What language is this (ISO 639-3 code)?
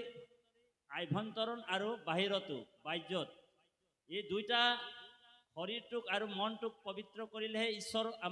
asm